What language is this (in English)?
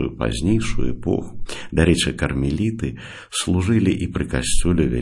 Belarusian